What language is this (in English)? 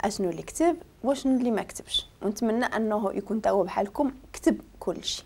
Moroccan Arabic